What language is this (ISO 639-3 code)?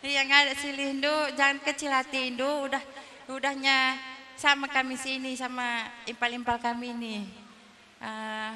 btx